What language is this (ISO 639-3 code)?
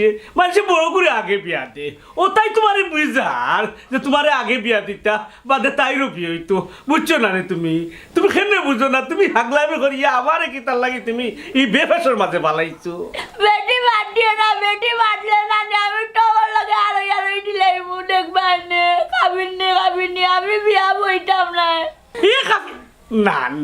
syl